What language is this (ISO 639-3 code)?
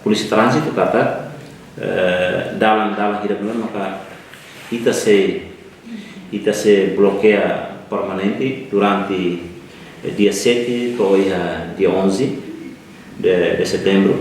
tet